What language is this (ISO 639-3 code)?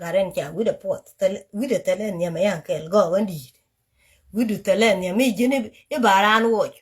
nus